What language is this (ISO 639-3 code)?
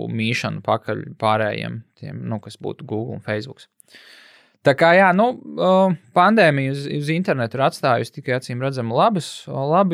lav